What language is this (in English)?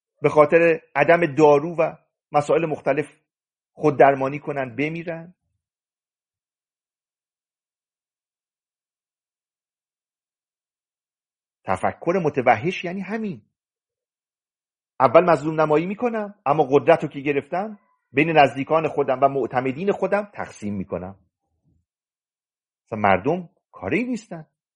Persian